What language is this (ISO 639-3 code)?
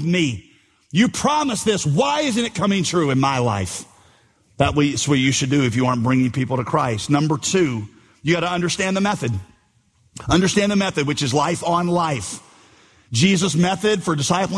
eng